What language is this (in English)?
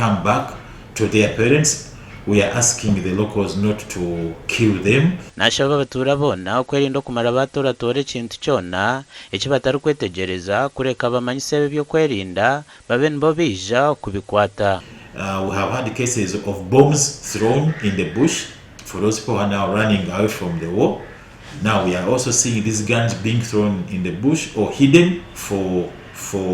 Nyankole